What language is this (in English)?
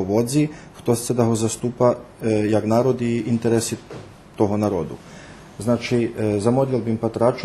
Rusyn